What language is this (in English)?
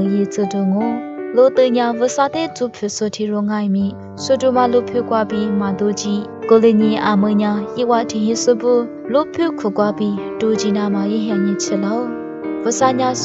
Lisu